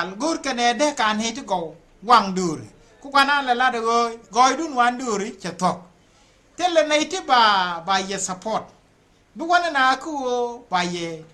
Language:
Nuer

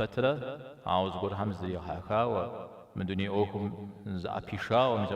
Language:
Kabardian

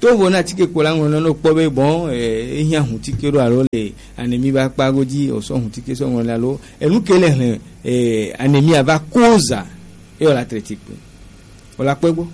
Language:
Gen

